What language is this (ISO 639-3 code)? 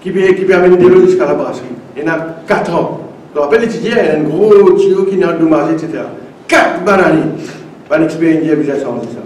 mfe